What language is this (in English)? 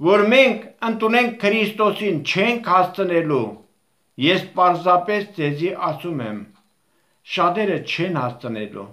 Armenian